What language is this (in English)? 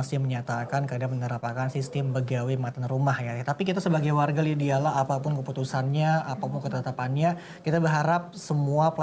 Banjar